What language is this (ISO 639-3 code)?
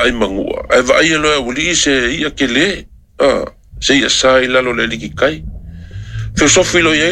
smo